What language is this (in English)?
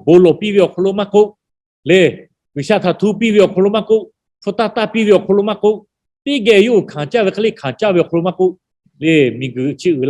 Lahu